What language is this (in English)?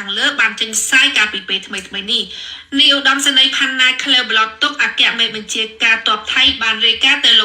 Khmer